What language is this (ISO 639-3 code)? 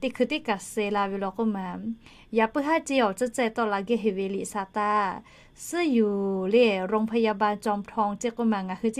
lhu